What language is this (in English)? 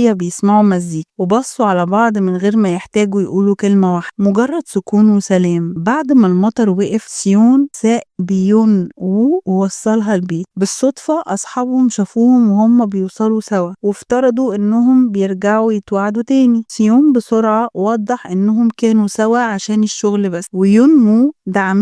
Egyptian Arabic